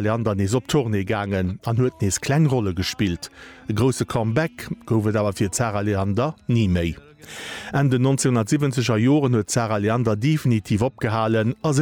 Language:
Luxembourgish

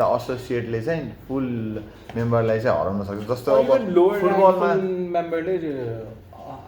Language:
Nepali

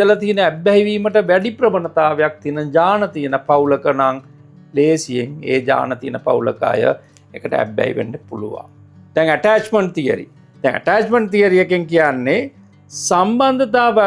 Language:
Sinhala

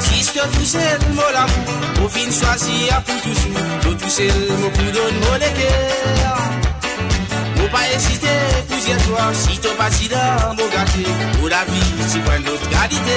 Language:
Morisyen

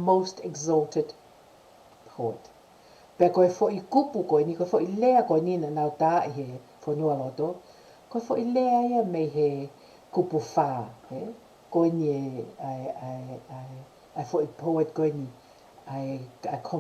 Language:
Tongan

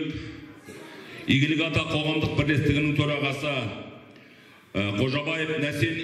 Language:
Kazakh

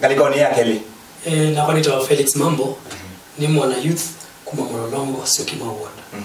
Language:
Kamba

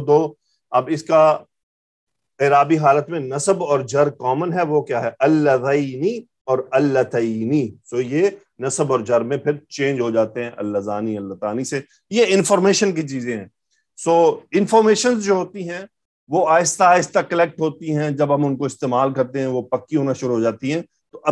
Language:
Urdu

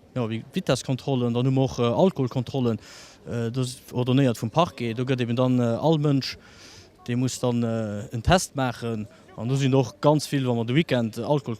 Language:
Luxembourgish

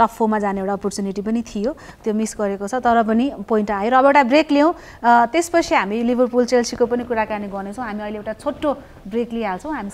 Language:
Nepali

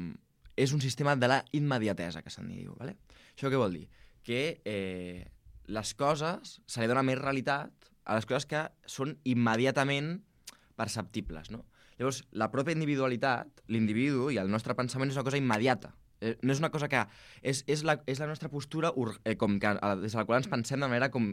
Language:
Catalan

